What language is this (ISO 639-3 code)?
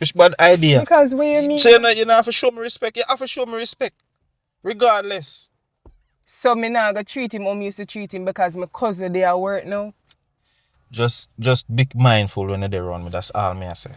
jam